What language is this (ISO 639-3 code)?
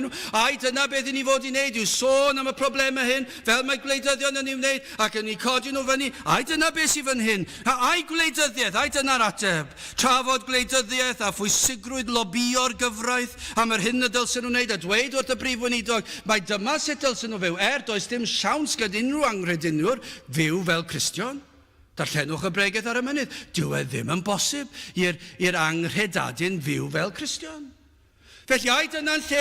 cym